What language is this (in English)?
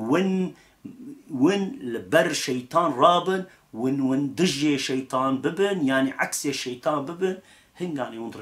Kurdish